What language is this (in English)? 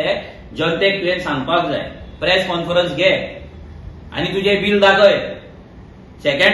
Konkani